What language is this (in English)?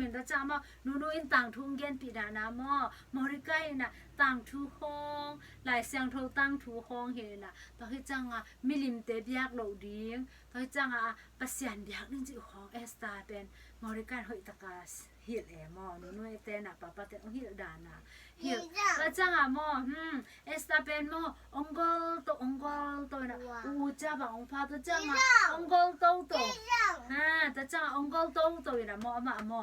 Tedim Chin